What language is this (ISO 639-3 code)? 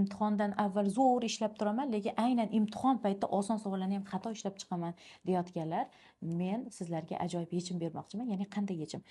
uzb